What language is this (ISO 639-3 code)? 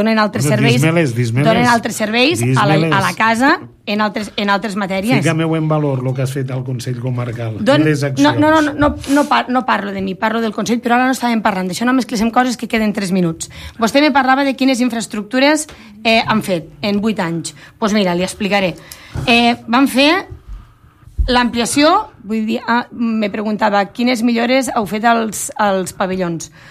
cat